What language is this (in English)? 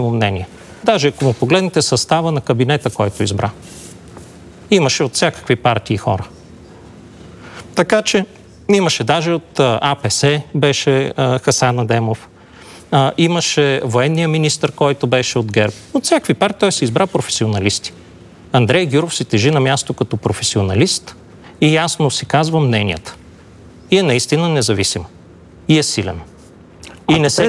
Bulgarian